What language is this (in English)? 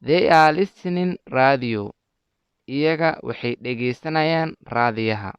Somali